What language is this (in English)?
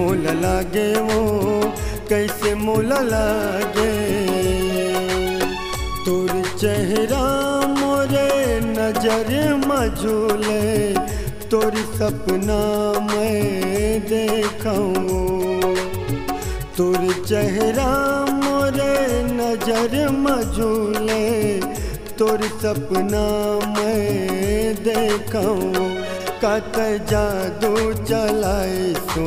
Chhattisgarhi